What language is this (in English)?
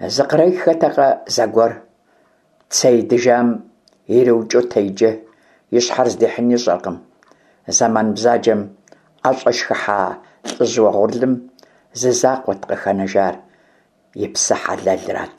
Kabardian